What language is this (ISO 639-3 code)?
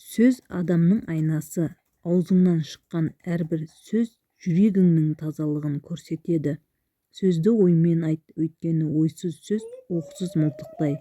kaz